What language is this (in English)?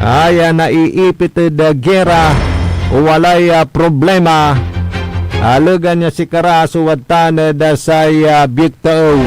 Pangasinan